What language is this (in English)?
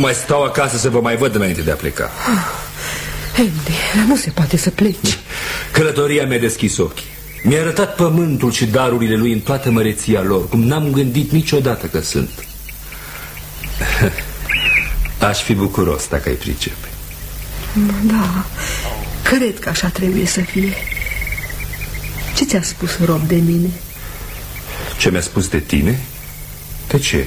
Romanian